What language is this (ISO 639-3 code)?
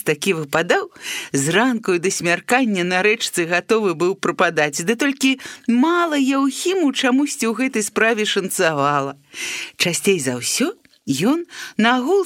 bel